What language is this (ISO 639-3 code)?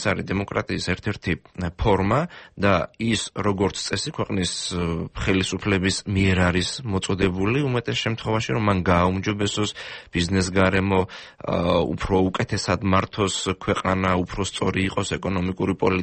kat